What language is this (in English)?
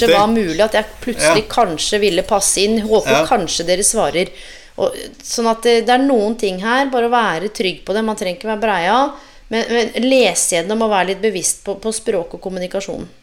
Norwegian